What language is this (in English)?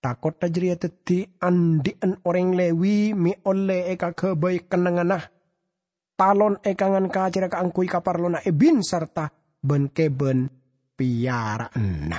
Madurese